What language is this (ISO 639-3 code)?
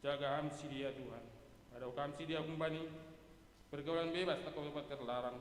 bts